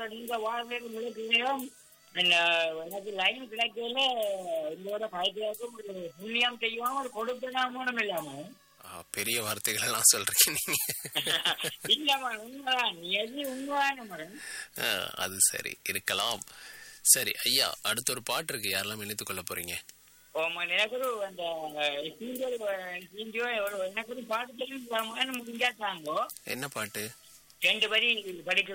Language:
Tamil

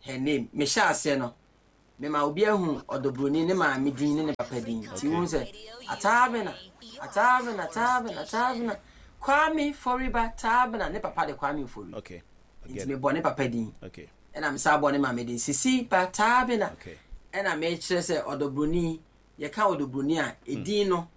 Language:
Akan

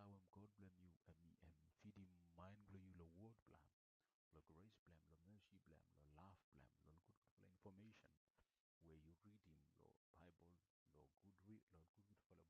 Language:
Bislama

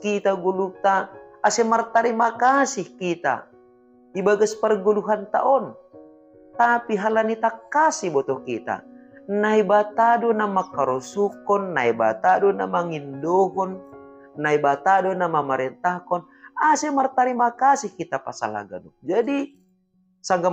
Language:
Batak Simalungun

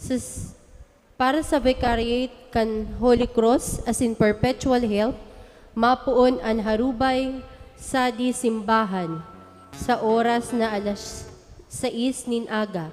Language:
Bikol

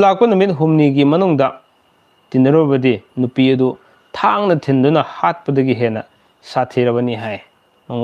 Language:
Manipuri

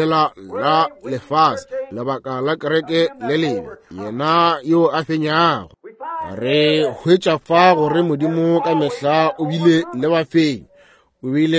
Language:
Northern Sotho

